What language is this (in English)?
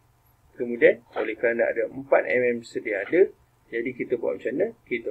Malay